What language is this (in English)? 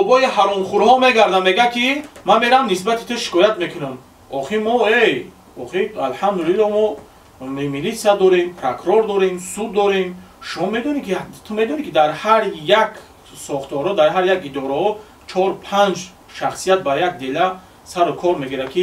Tajik